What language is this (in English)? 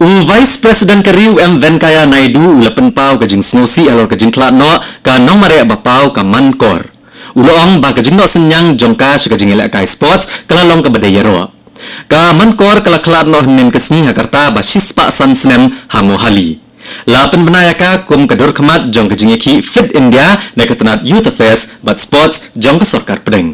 Khasi